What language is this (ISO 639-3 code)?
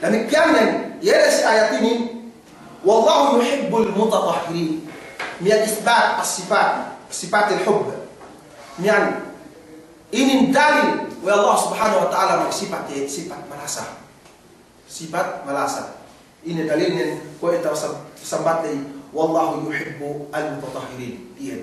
yka